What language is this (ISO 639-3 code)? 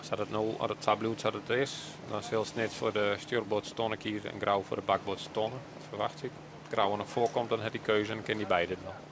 fry